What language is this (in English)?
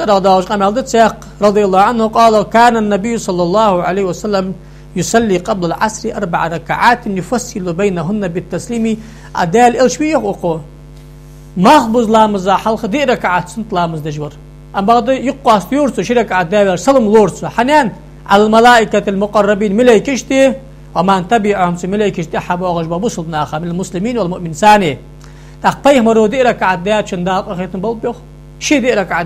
Ingush